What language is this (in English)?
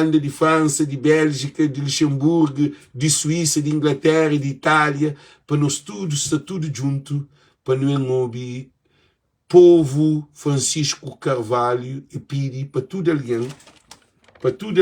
Kabuverdianu